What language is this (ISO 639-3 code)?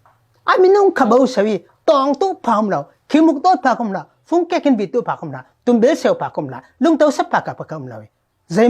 cfm